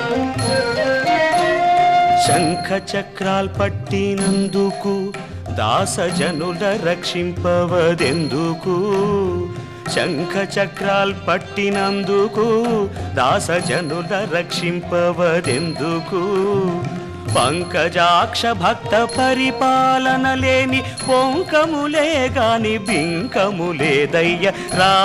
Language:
Telugu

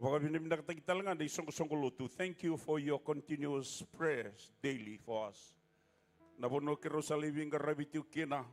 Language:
Fijian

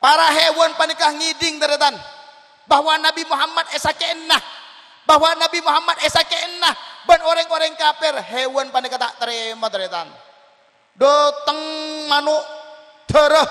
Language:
Madurese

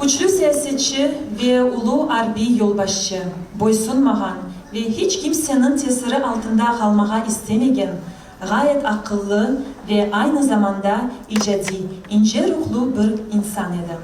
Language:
Crimean Tatar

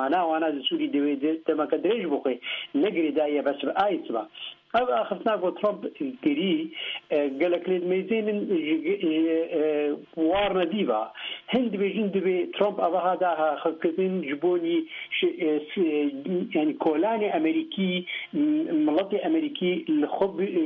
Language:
Kurdish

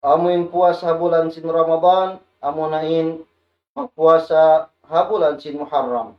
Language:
Tausug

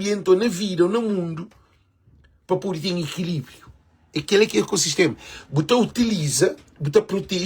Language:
Kabuverdianu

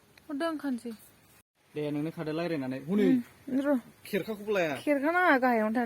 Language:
Bodo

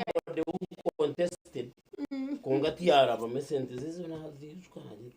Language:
Nyankole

